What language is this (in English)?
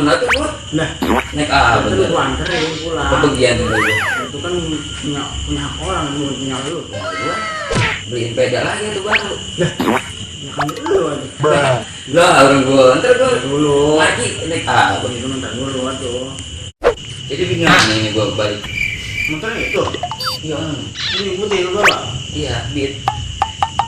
Betawi